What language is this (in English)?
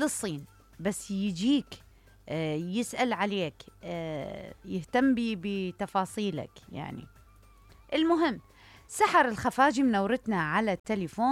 Mesopotamian Arabic